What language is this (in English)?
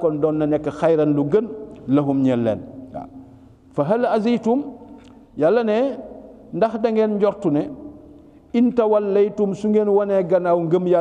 Wolof